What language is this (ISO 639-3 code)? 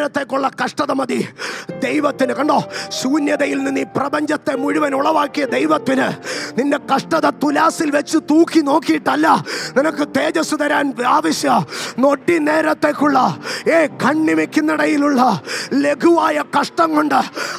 mal